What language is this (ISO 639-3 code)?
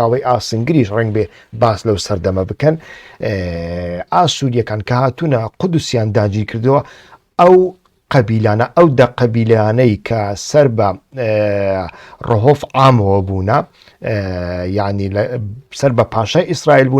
ckb